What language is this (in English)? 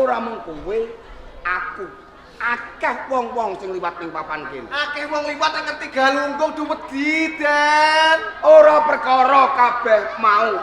Javanese